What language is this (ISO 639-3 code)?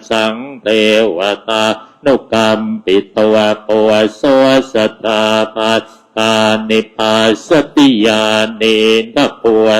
pli